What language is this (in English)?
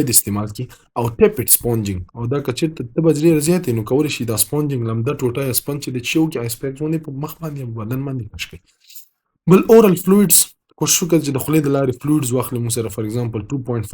Pashto